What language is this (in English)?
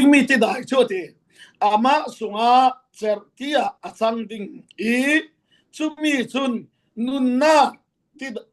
Falam Chin